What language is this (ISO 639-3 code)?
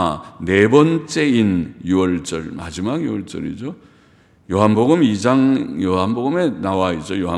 kor